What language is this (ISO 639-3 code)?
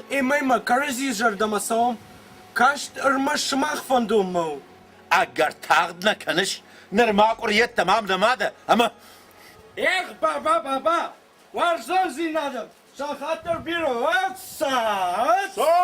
oss